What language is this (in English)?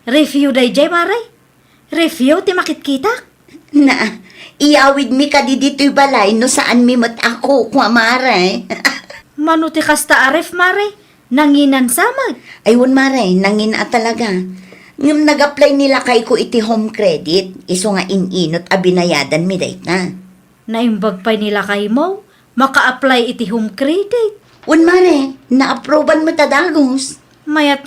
Iloko